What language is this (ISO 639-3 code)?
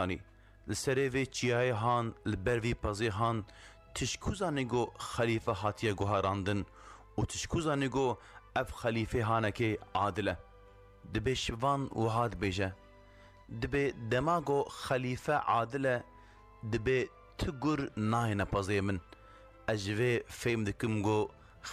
kur